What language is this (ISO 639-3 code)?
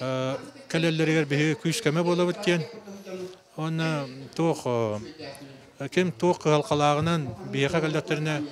sah